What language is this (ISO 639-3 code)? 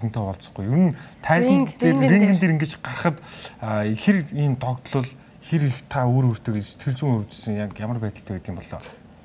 mon